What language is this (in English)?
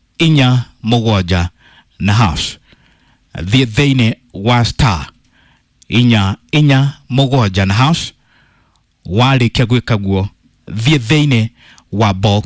Kikuyu